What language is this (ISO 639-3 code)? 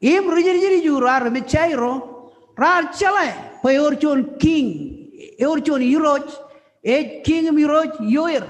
mah